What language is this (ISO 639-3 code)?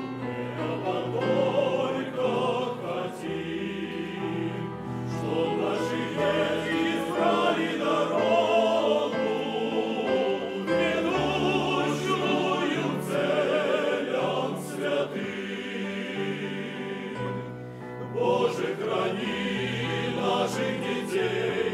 rus